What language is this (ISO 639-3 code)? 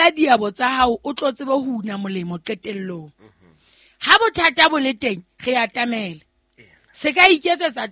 sot